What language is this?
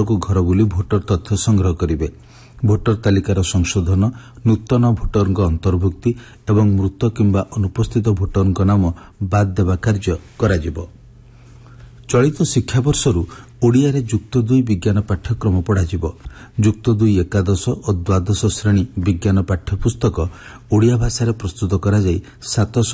Odia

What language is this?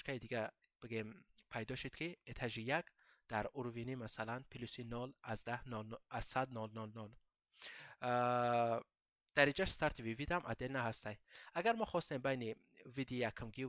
Tajik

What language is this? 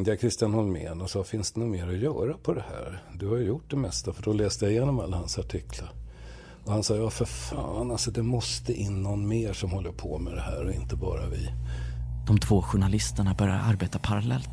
Swedish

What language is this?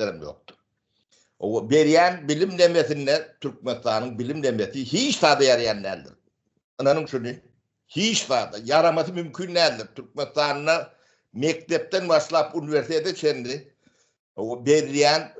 Turkmen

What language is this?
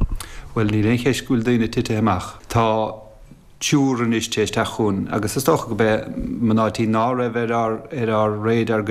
Irish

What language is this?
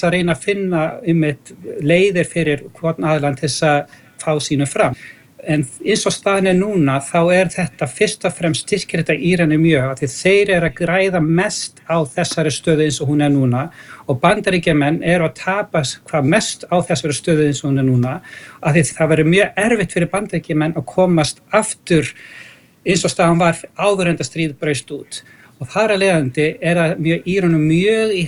Icelandic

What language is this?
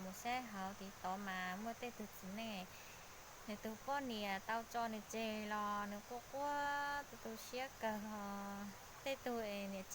Hmong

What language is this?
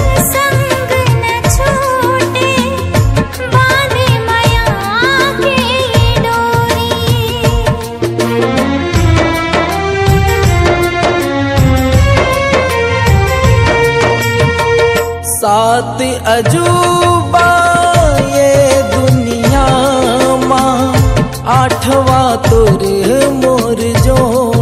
Chhattisgarhi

